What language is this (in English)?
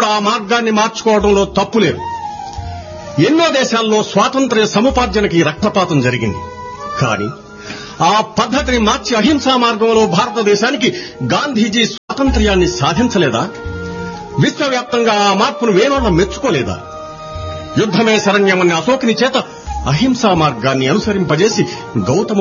Telugu